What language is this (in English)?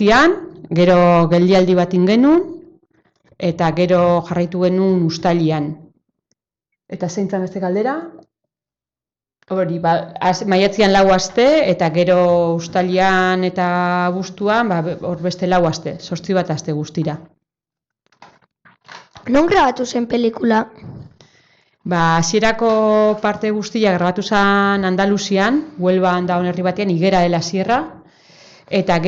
Basque